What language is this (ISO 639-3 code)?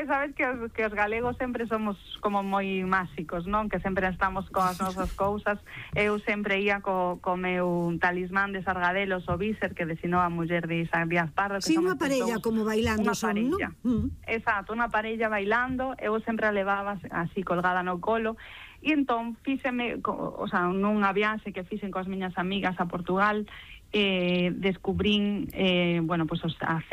glg